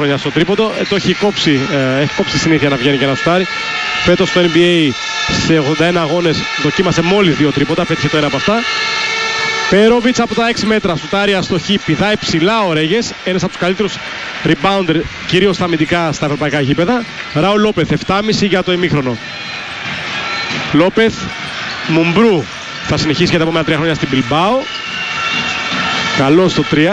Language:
Greek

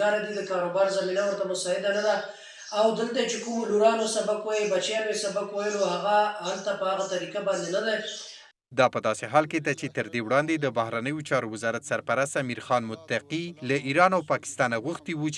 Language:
Pashto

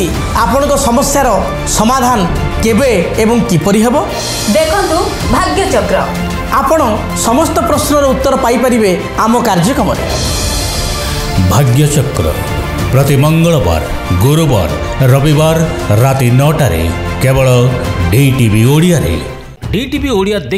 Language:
Odia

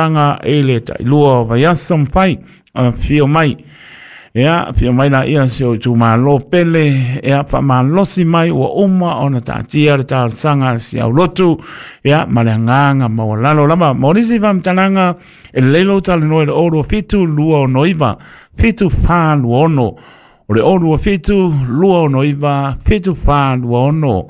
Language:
Samoan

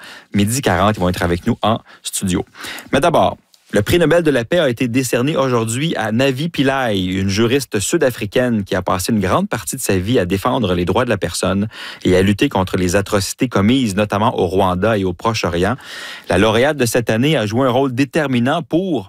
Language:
French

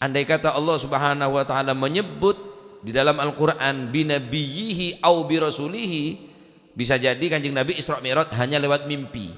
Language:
Madurese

